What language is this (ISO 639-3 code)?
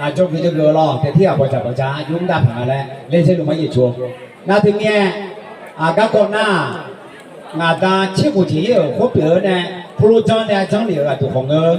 ahk